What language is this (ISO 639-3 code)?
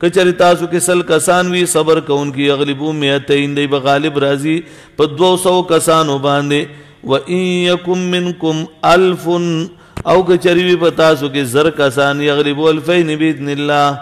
pus